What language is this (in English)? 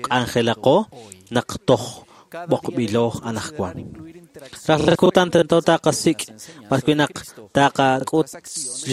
Kekchí